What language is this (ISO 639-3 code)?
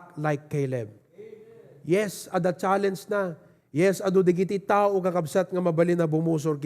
ilo